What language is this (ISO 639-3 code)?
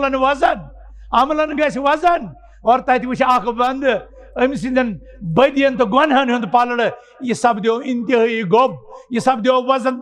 kas